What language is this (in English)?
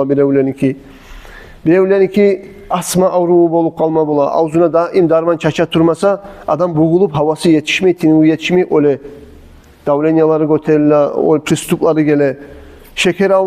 Kumyk